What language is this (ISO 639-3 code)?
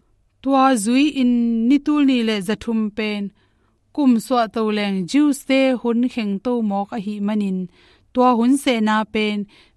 ctd